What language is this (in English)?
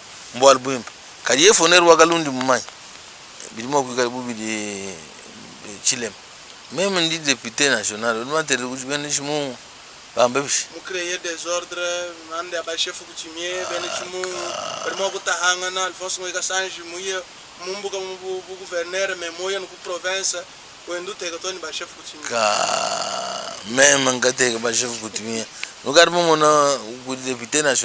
Luba-Lulua